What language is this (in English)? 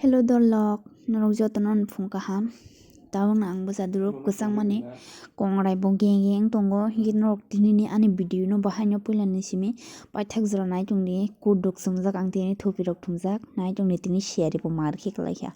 Kok Borok